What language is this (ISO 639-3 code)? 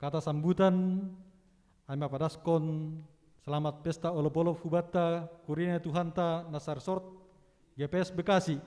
bts